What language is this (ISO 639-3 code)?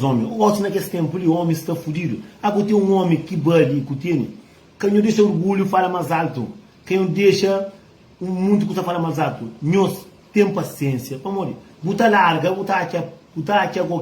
kea